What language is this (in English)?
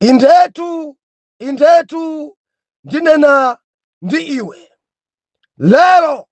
Nyanja